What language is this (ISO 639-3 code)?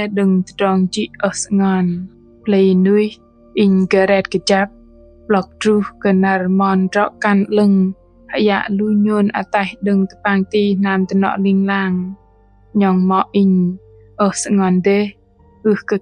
bdq